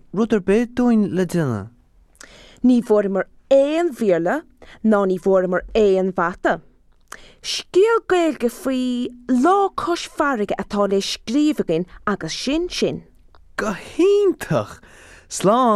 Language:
Irish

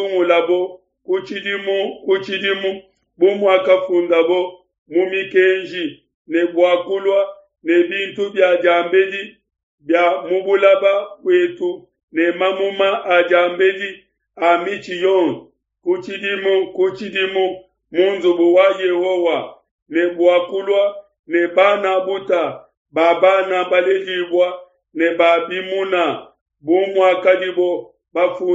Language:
Luba-Lulua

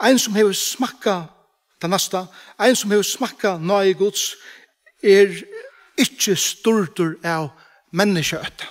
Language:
Faroese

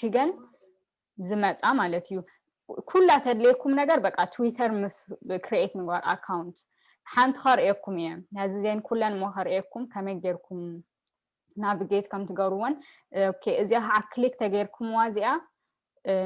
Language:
Tigrinya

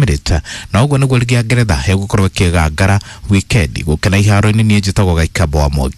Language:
Kikuyu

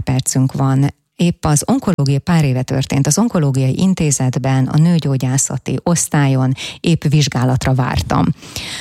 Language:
Hungarian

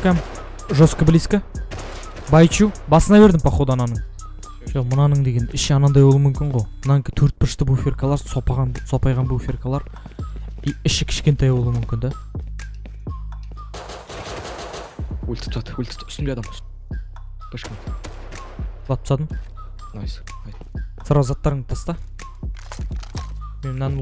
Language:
Kazakh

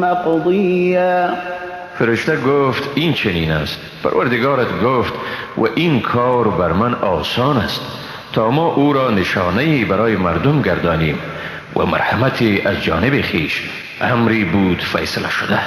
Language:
Persian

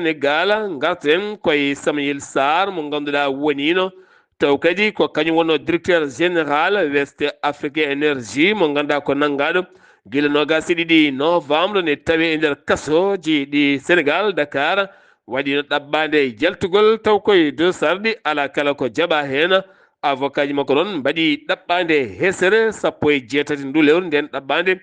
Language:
Fula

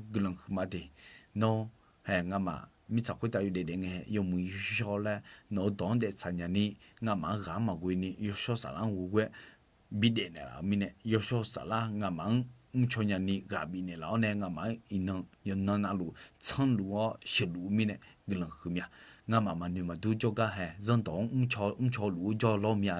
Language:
Akha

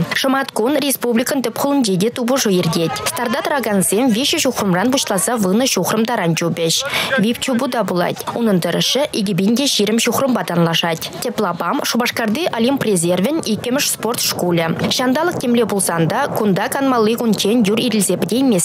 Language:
Chuvash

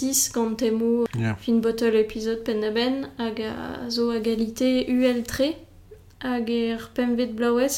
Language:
Breton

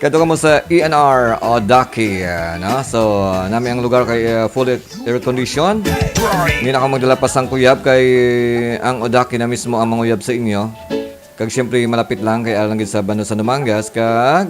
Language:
Hiligaynon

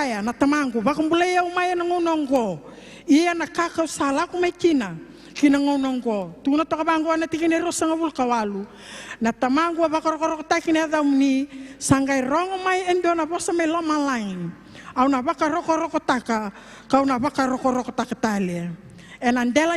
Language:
Fijian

